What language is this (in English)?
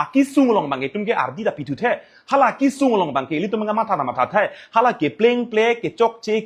Karbi